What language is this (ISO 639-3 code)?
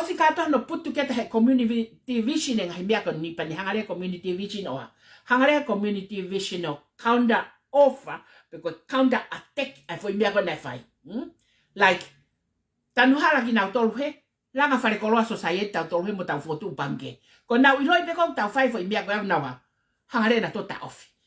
ton